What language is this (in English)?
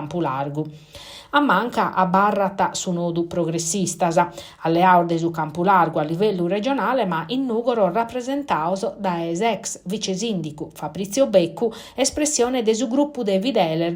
Sardinian